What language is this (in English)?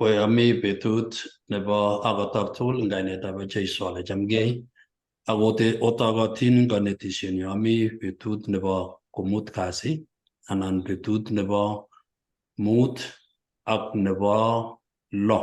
Kalenjin